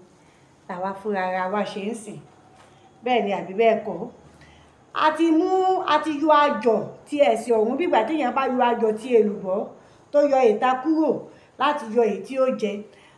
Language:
Yoruba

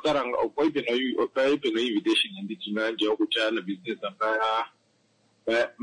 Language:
Kuanyama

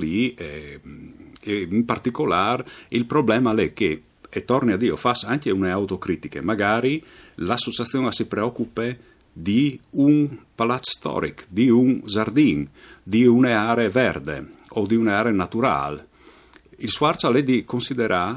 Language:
Friulian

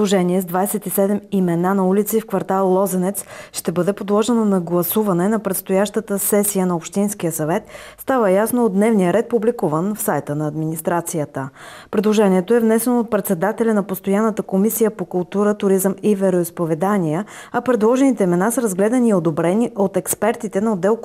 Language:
Bulgarian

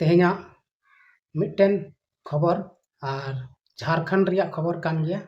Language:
Santali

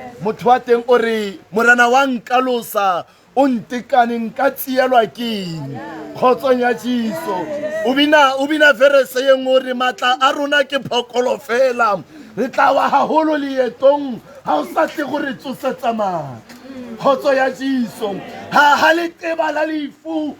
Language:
Tswana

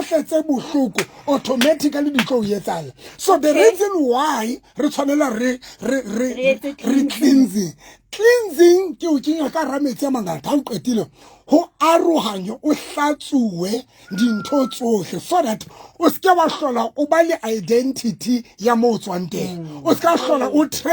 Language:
Southern Sotho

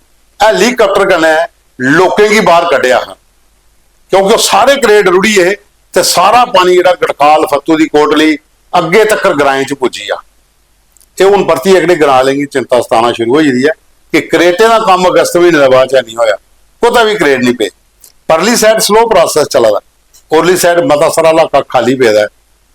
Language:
Dogri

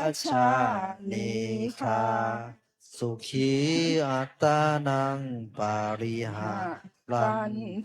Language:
Pali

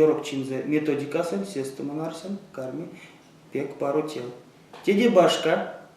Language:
Erzya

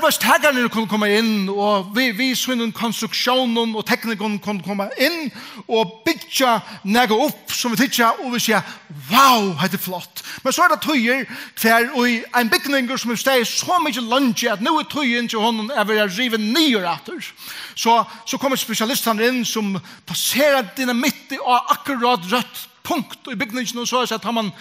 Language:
Faroese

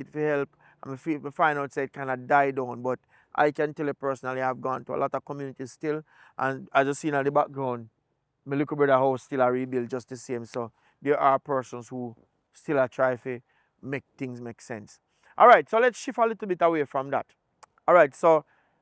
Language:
Jamaican Creole English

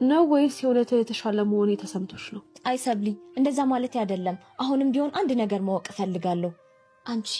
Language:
Amharic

